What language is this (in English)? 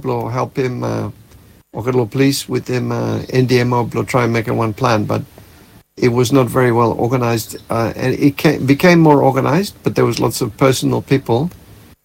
Bislama